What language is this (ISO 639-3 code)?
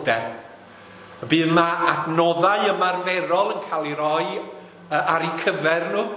cym